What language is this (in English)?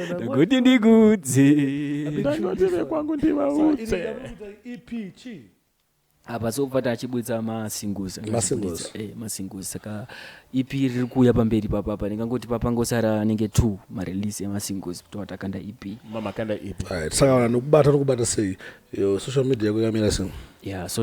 Shona